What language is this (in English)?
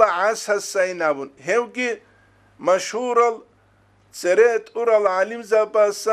Avaric